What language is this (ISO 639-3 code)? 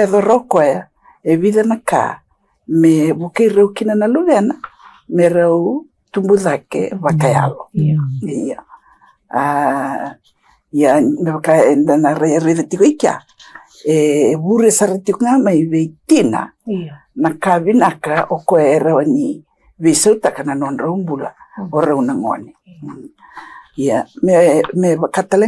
fij